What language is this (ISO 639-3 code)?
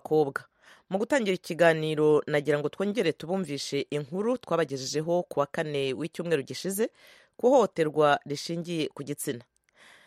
kin